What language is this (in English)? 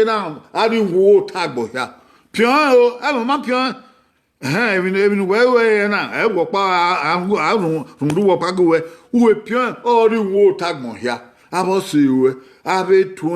Bini